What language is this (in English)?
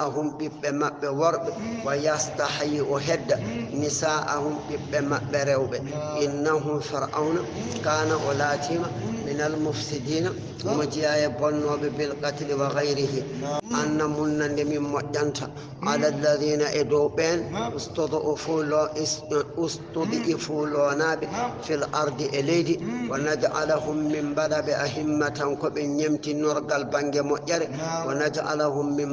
Fula